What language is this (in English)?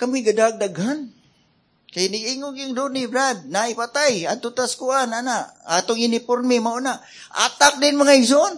Cebuano